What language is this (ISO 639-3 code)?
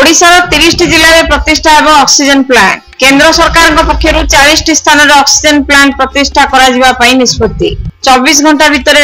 ori